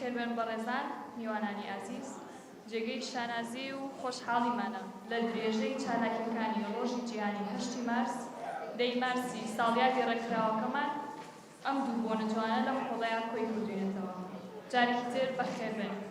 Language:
Central Kurdish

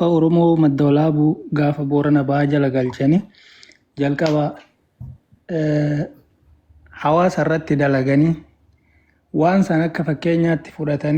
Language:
Oromo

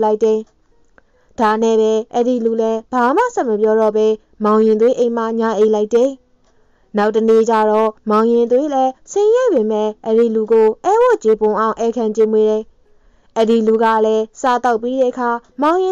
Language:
Burmese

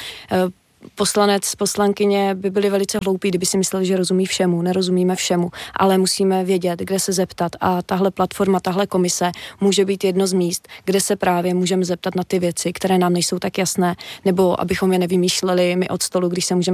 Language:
Czech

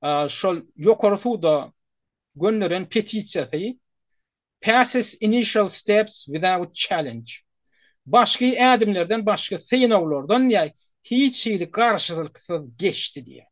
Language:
Turkmen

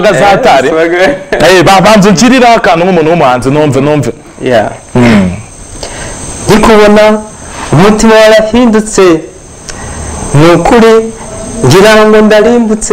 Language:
Kinyarwanda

